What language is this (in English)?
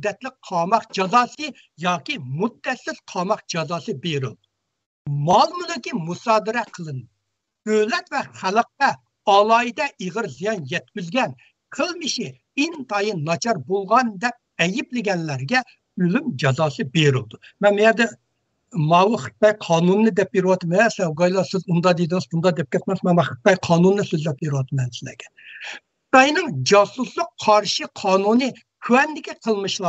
Uyghur